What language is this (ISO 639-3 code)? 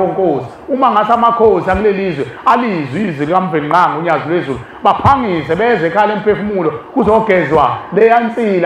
zul